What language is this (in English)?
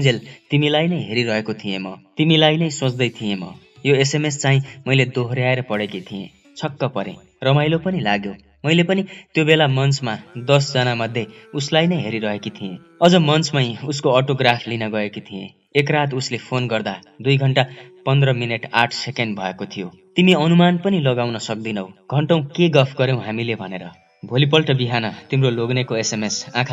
Nepali